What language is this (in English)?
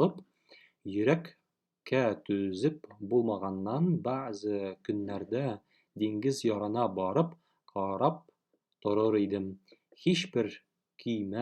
Tatar